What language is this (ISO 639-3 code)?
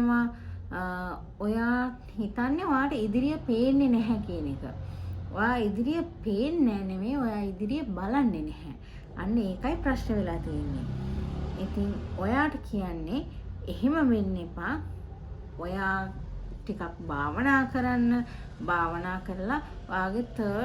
sin